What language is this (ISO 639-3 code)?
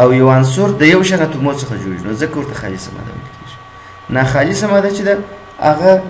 pus